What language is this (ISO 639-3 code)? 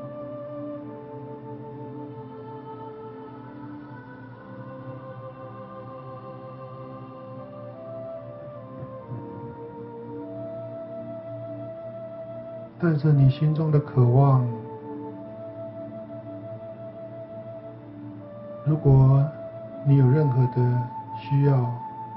zho